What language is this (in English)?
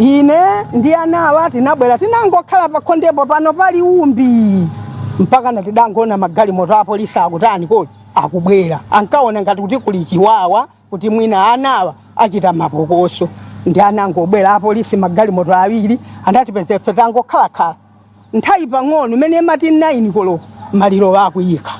Nyanja